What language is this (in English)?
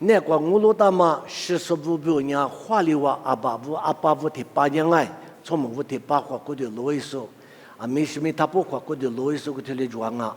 Lisu